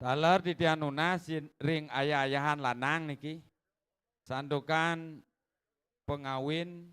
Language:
Balinese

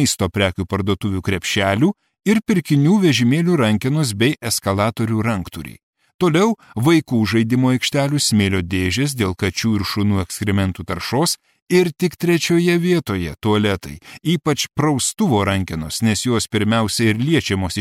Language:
Lithuanian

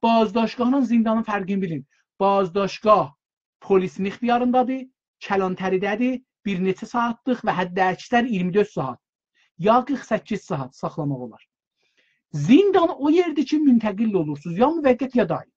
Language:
South Azerbaijani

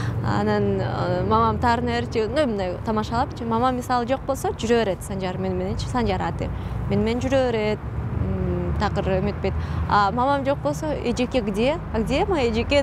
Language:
Kyrgyz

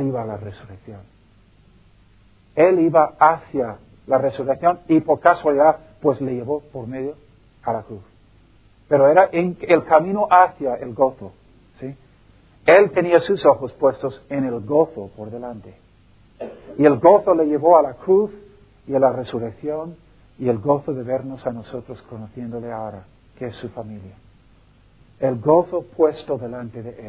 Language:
Spanish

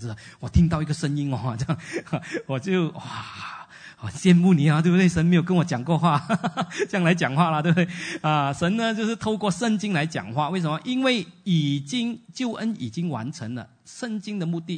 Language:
Chinese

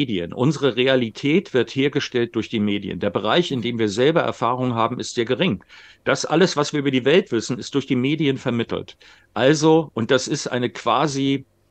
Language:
German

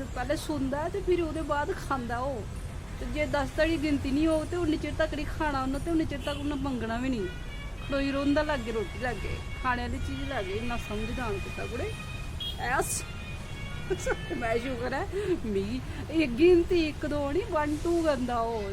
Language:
Dogri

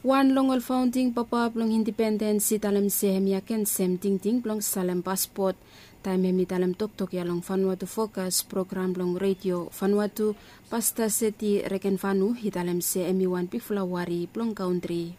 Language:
Bislama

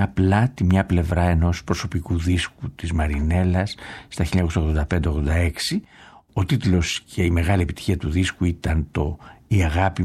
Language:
Greek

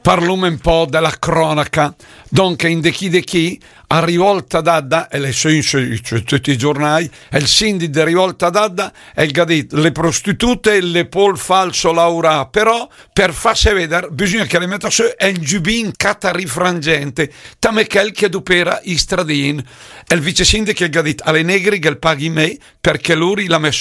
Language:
Lombard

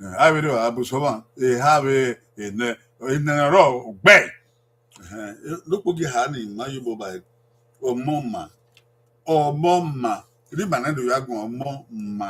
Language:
Bini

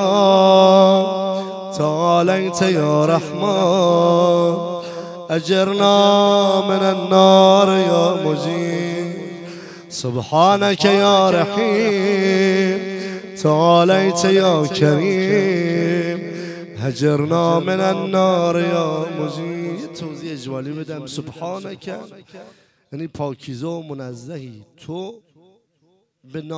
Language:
Persian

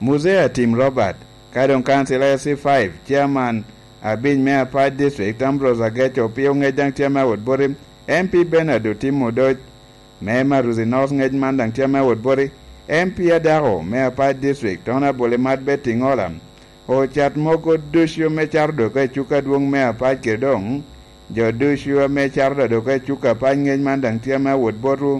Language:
Lango (Uganda)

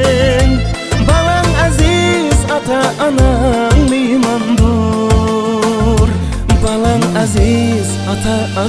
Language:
Kara-Kalpak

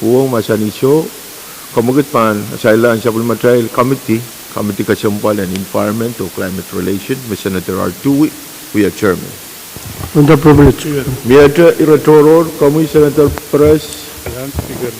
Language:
Pohnpeian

